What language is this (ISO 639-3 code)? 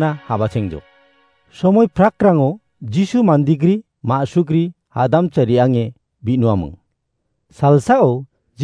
grt